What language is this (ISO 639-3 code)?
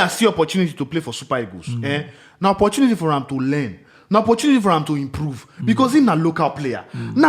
pcm